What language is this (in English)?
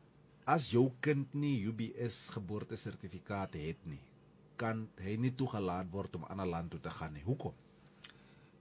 Afrikaans